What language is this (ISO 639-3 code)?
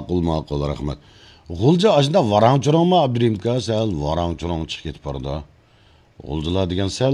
uig